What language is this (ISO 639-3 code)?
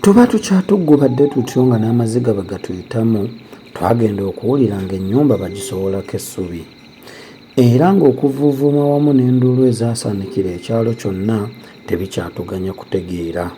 lug